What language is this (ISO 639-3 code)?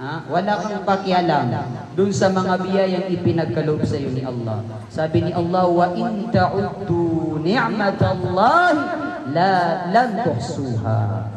mrw